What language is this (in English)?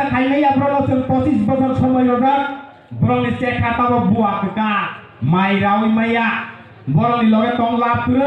Kok Borok